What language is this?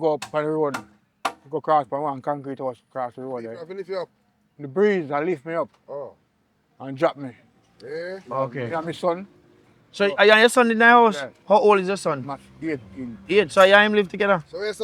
Jamaican Creole English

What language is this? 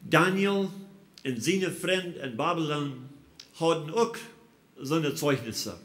Plautdietsch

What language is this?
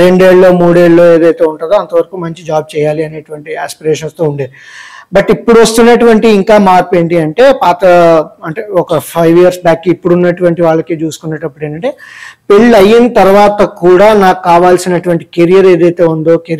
Telugu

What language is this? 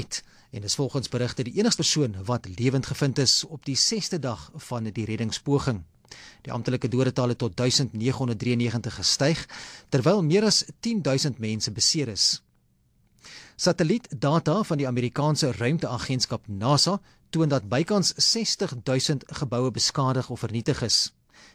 Afrikaans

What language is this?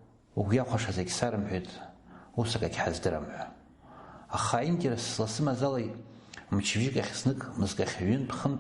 Abkhazian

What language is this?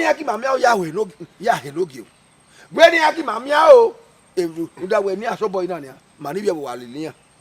Bini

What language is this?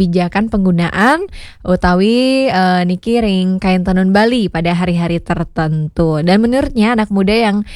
Balinese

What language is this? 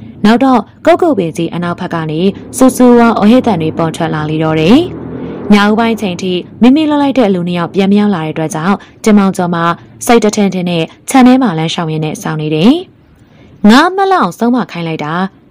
Burmese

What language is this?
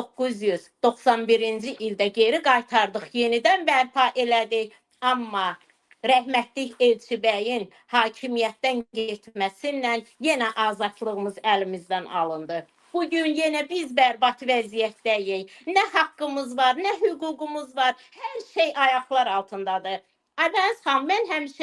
Azerbaijani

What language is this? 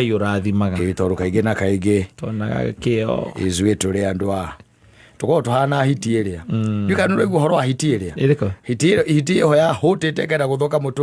Kikuyu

